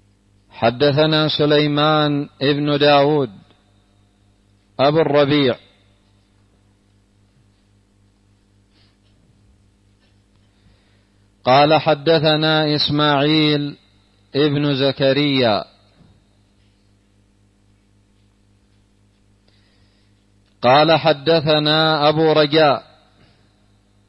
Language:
Arabic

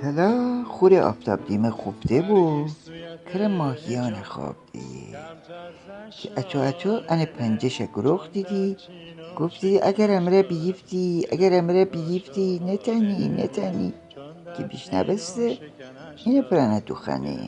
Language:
Gilaki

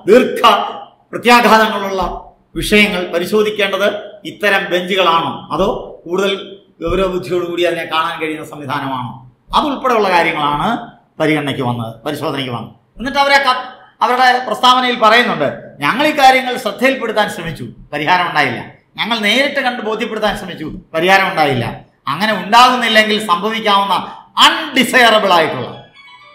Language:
Malayalam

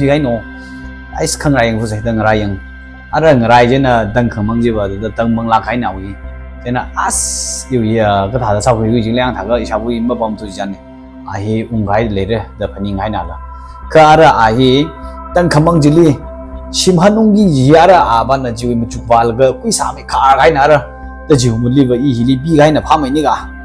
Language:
Tangkhul Naga (India)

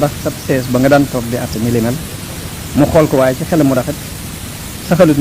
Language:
Wolof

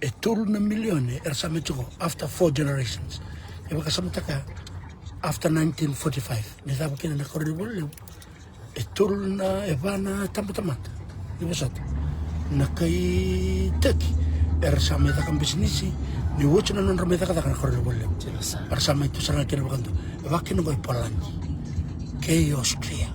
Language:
Fijian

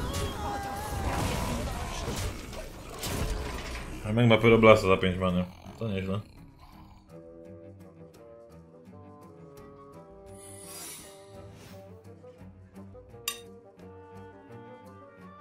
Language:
Polish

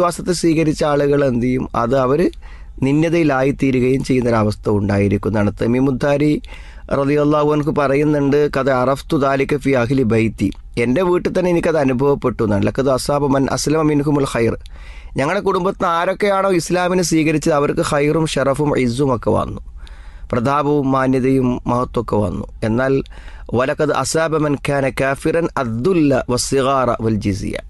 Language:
Malayalam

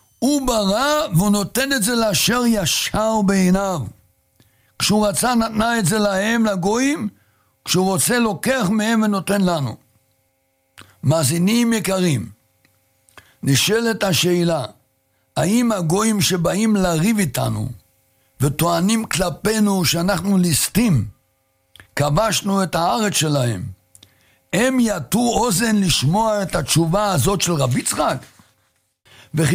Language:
Hebrew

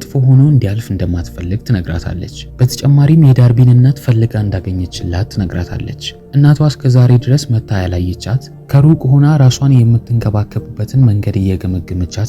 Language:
Amharic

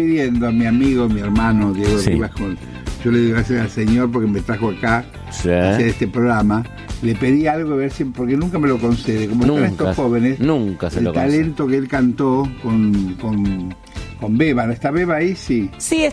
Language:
Spanish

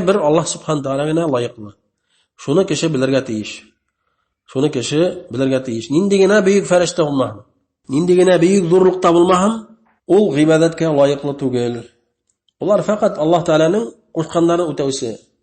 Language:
Bashkir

